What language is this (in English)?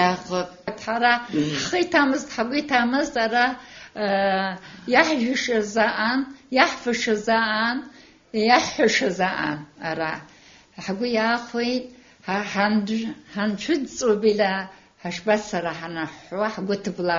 Abkhazian